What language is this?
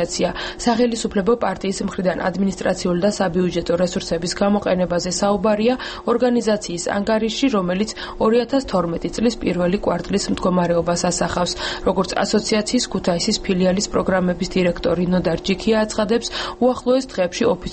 Georgian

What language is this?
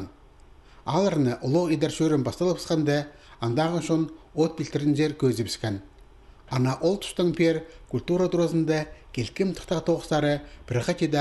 Khakas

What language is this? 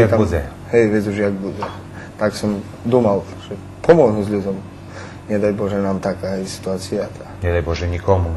Rusyn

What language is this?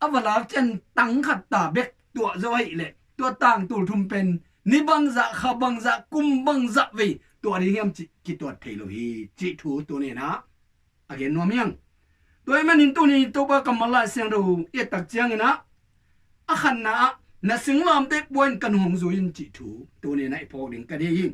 Tedim Chin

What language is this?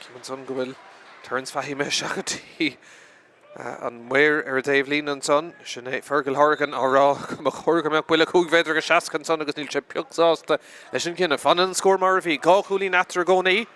Irish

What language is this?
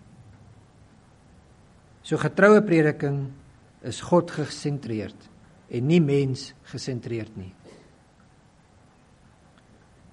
Afrikaans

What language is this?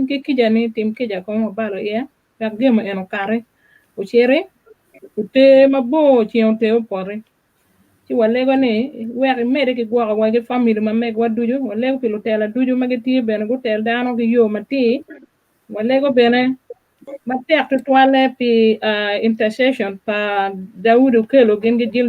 Acoli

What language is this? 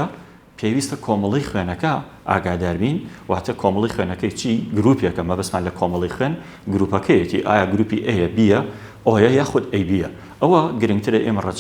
Central Kurdish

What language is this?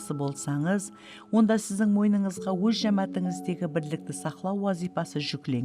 Kara-Kalpak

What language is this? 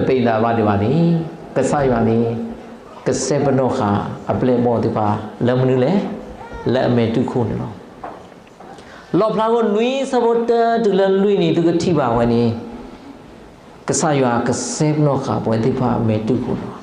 S'gaw Karen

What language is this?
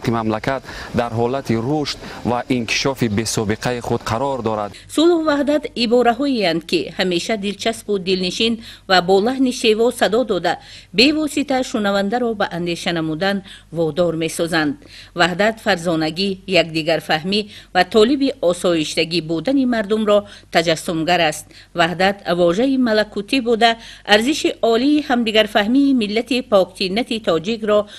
Tajik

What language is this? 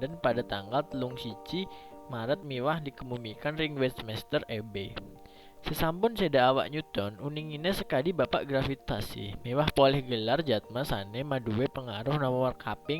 Balinese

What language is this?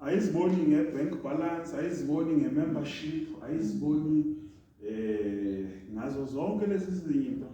Zulu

